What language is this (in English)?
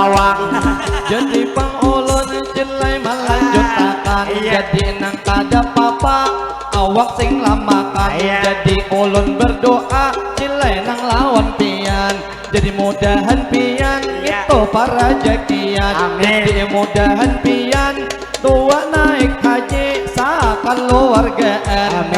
Banjar